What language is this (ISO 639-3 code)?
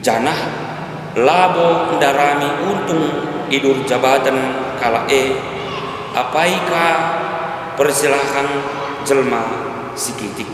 btx